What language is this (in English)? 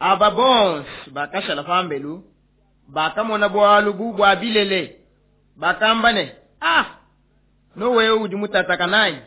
Luba-Lulua